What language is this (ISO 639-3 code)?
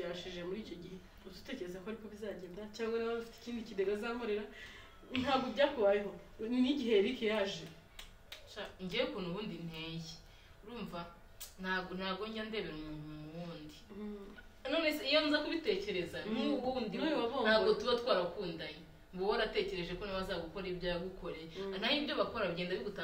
kin